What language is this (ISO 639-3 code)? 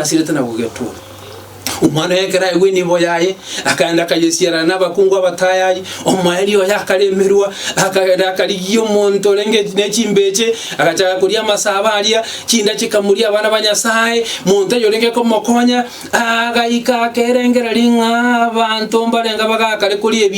guz